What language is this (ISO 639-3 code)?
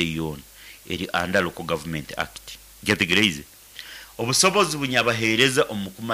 nyn